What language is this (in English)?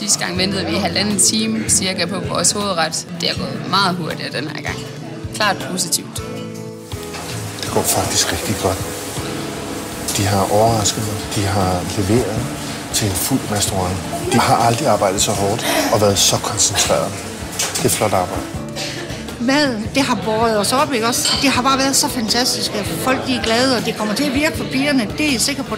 Danish